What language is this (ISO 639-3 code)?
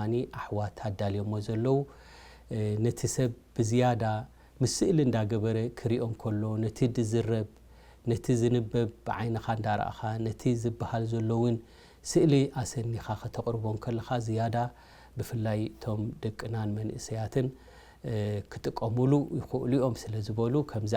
tir